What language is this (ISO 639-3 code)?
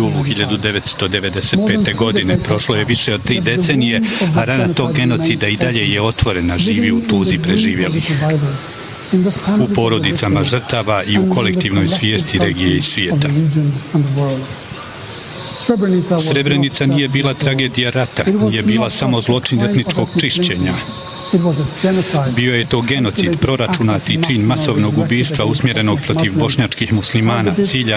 bos